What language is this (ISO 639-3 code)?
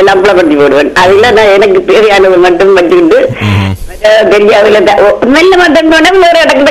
tam